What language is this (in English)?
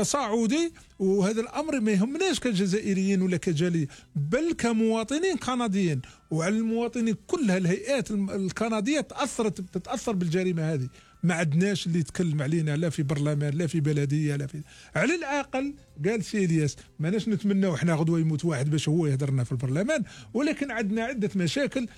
Algerian Arabic